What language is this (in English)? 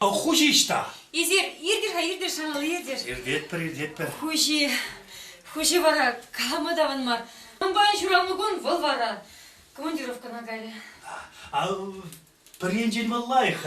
Chuvash